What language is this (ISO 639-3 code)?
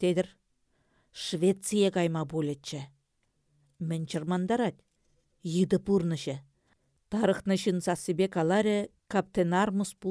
chv